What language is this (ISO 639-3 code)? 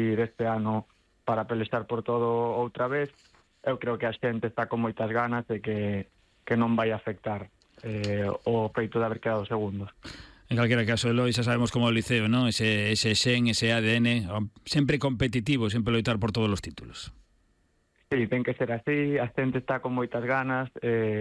glg